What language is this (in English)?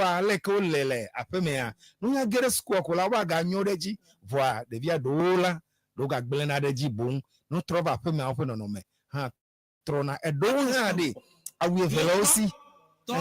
Ewe